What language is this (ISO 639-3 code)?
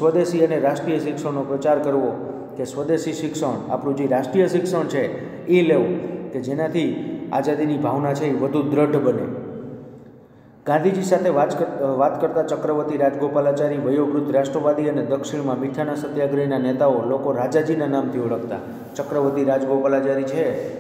guj